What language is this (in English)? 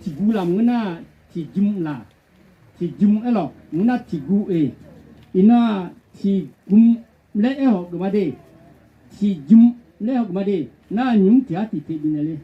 Akha